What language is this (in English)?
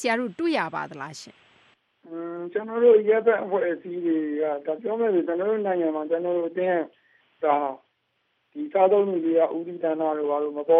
Burmese